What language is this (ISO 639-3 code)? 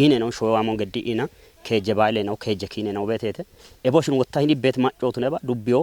kbr